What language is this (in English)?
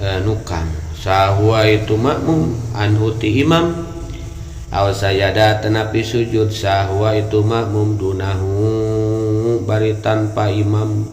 Sundanese